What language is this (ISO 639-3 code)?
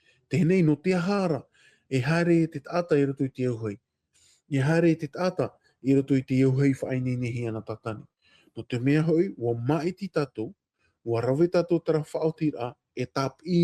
tah